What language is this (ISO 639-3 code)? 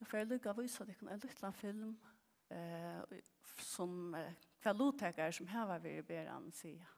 fao